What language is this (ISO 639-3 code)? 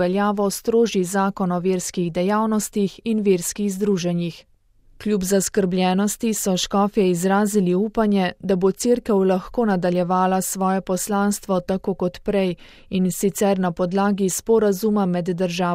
slv